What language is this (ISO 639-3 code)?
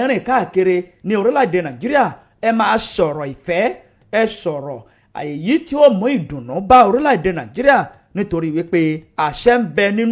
yor